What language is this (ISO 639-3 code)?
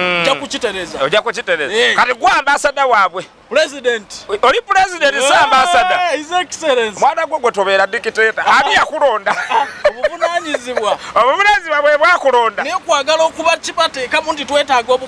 lug